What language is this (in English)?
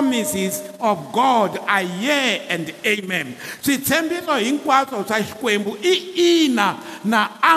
Tsonga